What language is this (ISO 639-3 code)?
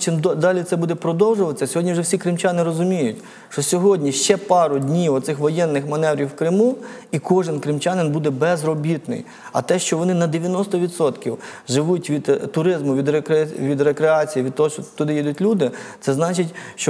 ukr